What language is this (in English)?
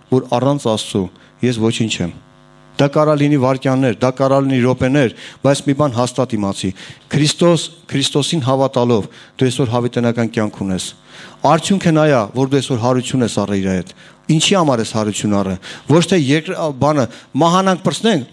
Armenian